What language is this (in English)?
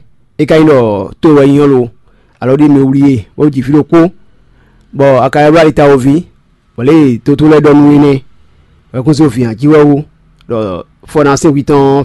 Fon